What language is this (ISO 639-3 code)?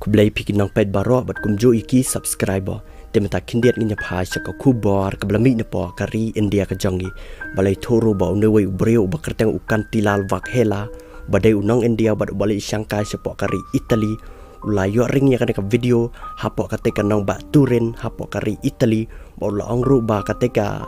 kha